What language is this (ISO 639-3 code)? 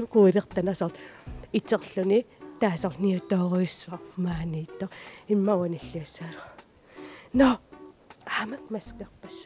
kal